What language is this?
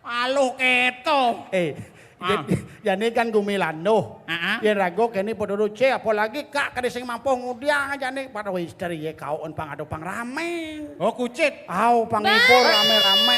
Balinese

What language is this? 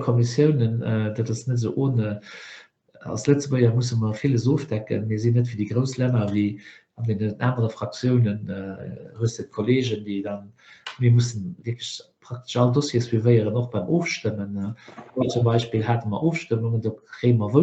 Luxembourgish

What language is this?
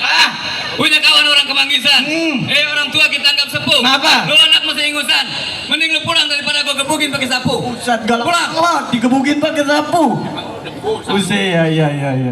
Betawi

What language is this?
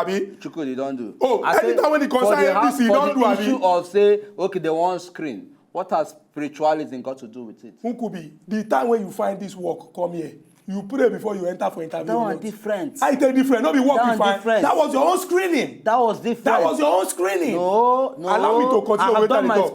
Nigerian Pidgin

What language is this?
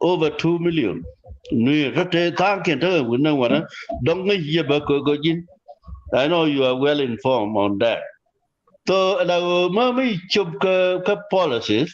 Nuer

